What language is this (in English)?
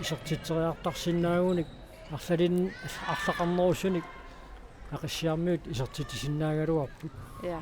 Kalaallisut